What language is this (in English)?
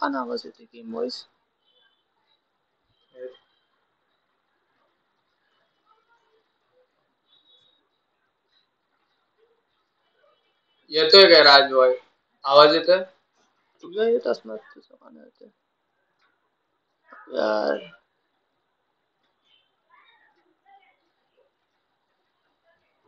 Marathi